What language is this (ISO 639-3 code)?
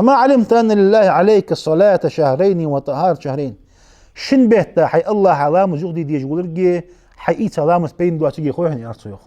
inh